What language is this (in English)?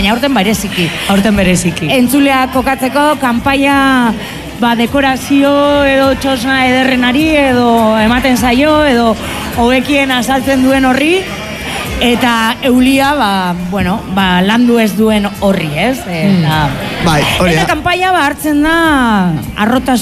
Basque